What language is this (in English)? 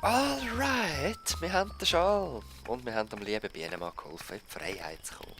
Swiss German